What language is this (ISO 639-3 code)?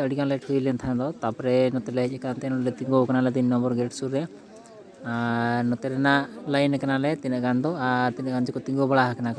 sat